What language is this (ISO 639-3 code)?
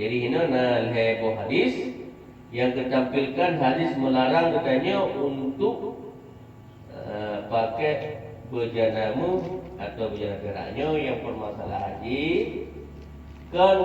ace